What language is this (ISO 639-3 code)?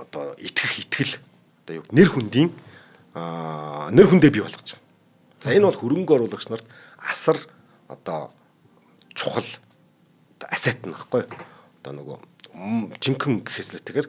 mon